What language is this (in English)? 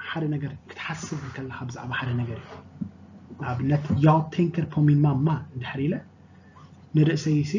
Tigrinya